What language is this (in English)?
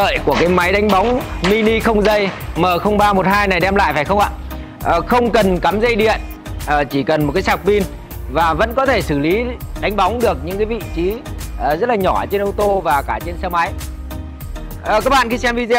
Vietnamese